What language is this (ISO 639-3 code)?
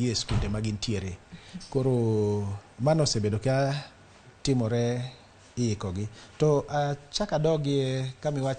luo